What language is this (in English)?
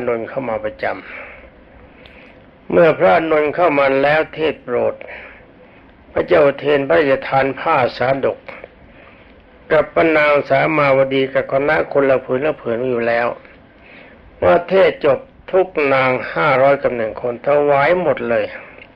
Thai